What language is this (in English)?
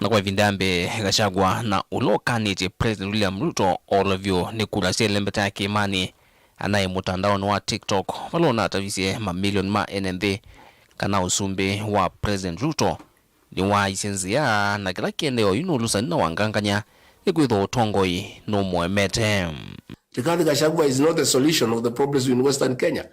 Kamba